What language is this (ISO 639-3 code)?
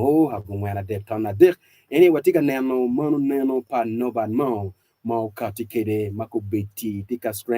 ach